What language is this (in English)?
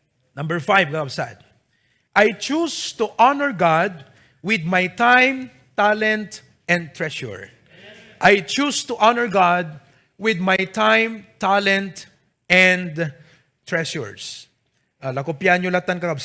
Iloko